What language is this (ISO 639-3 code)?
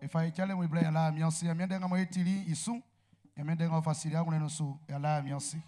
bci